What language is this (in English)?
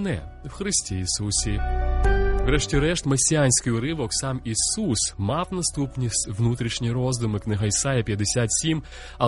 Ukrainian